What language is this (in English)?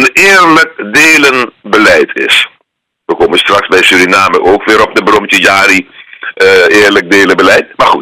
Dutch